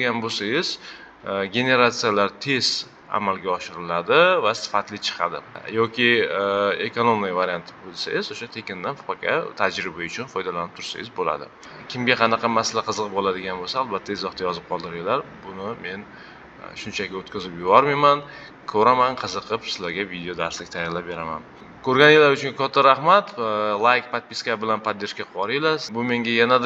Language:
Uzbek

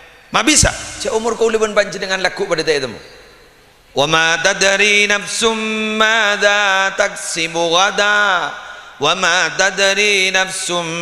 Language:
Madurese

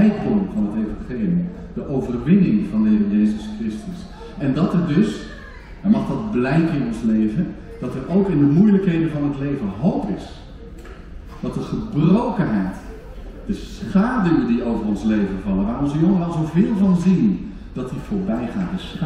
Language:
Dutch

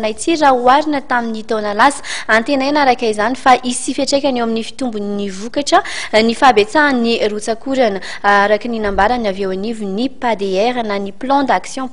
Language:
Malagasy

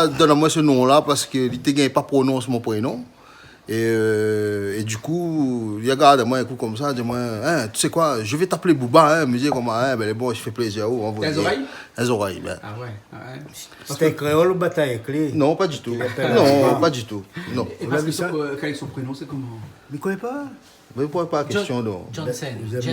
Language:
Réunion Creole French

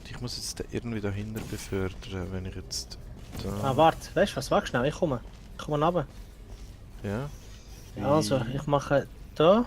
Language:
Swiss German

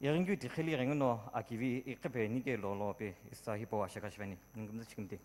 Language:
Sumi Naga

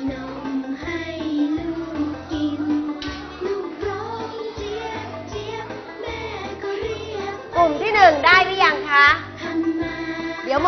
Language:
Thai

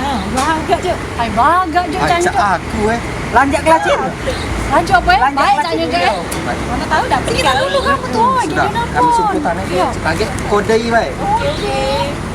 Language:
Musi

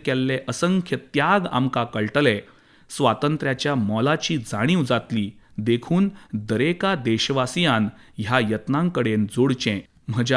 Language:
Konkani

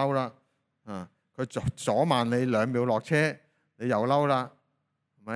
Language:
Cantonese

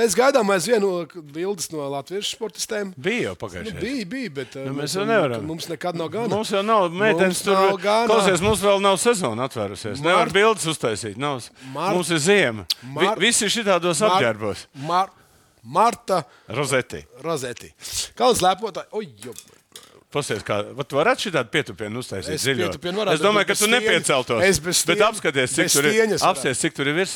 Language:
Latvian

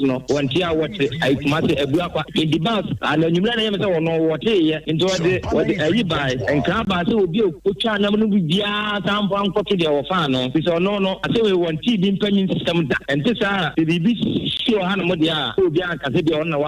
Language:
Akan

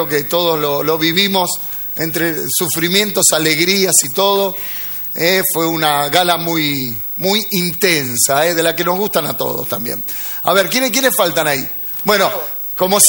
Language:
Spanish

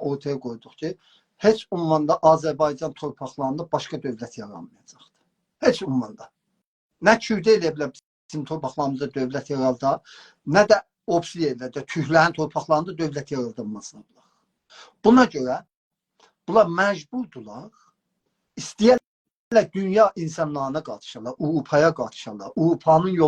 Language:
South Azerbaijani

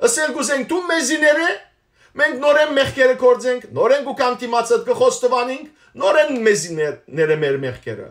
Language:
Western Armenian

